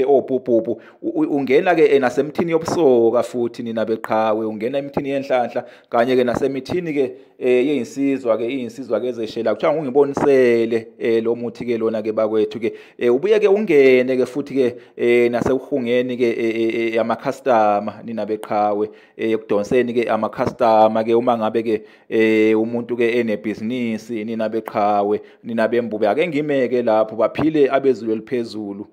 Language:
Zulu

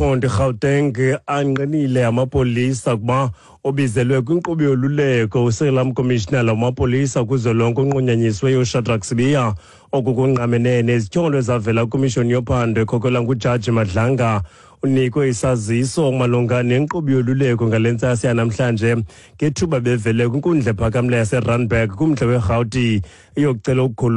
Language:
Xhosa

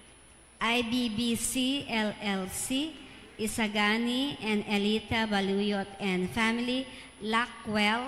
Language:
Pampanga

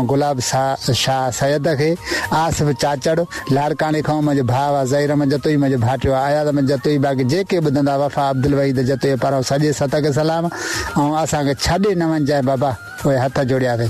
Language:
Sindhi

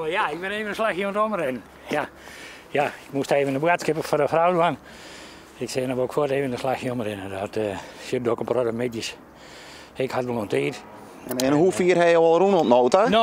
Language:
Western Frisian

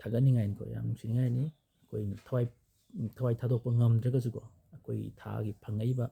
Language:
Manipuri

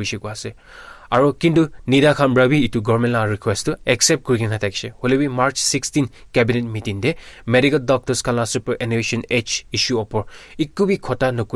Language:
Naga Pidgin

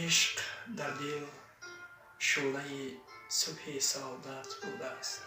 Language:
Tajik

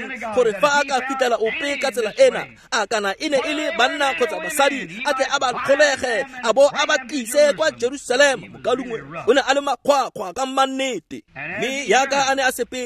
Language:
Tswana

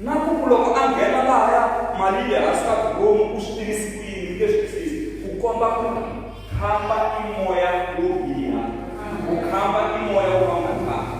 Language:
Tsonga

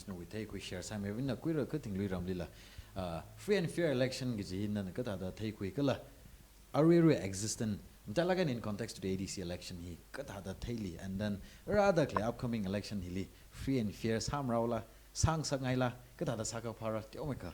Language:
Tangkhul Naga (India)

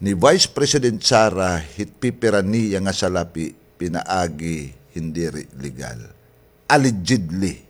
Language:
Waray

